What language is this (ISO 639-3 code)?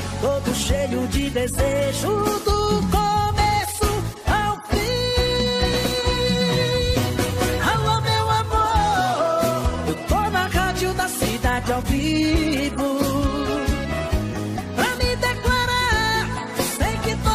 por